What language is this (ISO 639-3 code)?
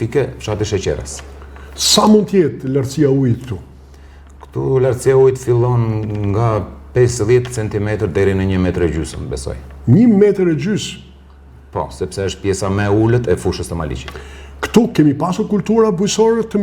sqi